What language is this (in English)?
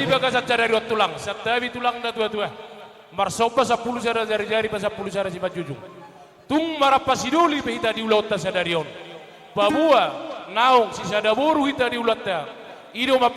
Batak Toba